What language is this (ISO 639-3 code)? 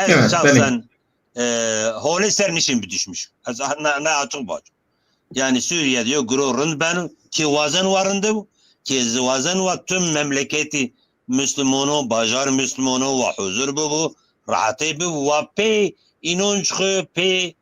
zza